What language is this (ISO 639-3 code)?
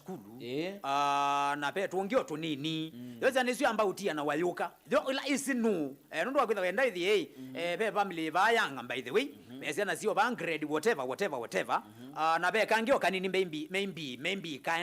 kam